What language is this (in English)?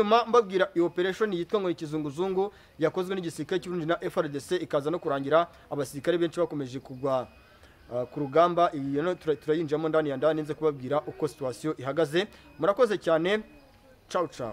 Kinyarwanda